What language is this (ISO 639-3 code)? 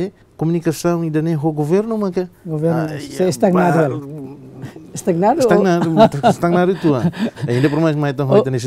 tet